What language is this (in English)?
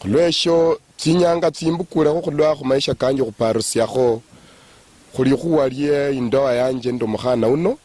Luyia